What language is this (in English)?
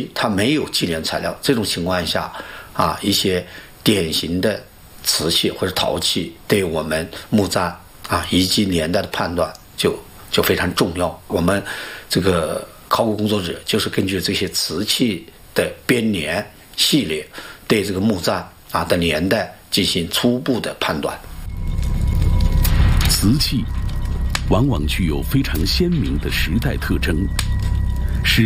Chinese